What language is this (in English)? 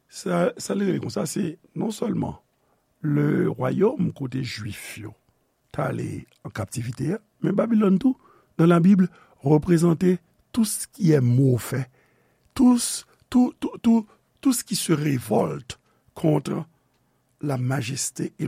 Haitian Creole